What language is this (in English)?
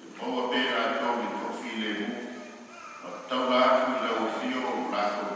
Samoan